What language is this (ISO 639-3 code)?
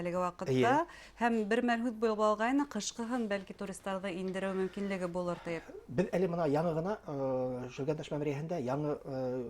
bak